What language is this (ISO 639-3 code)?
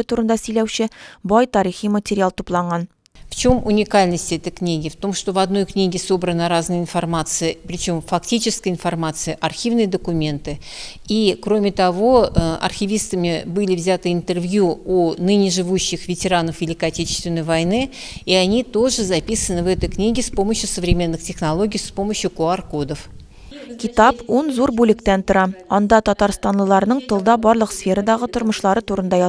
tat